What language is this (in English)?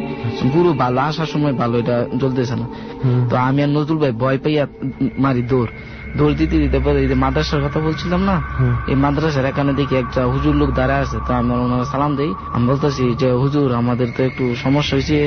Bangla